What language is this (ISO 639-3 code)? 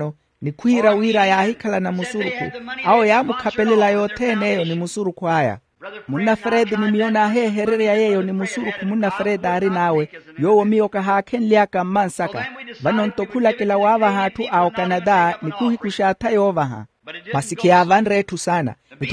vmw